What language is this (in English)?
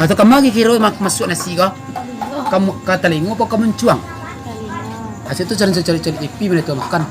Minangkabau